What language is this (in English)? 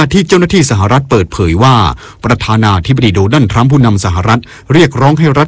Thai